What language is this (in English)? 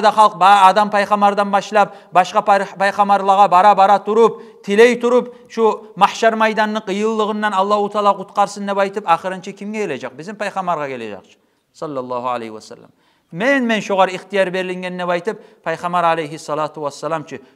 Kumyk